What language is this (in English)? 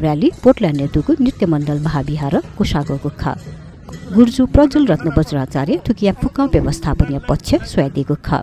Newari